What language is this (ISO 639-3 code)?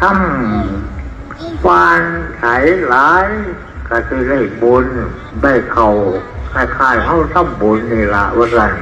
tts